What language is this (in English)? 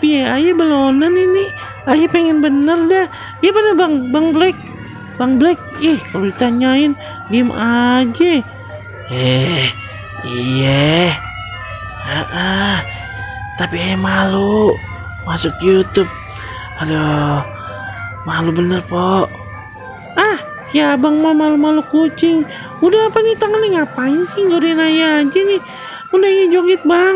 Betawi